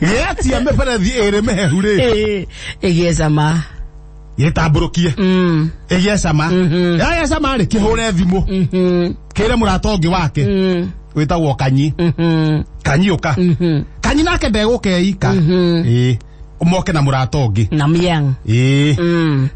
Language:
Kikuyu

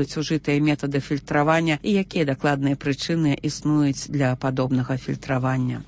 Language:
Belarusian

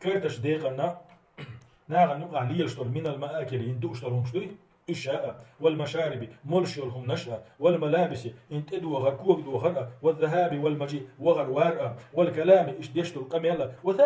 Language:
Chechen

